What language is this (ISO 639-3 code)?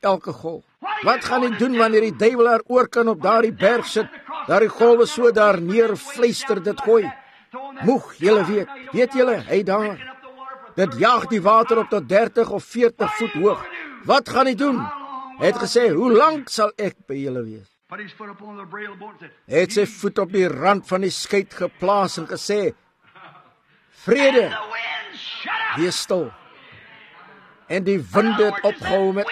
afr